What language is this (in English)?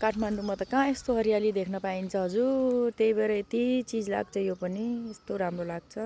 Nepali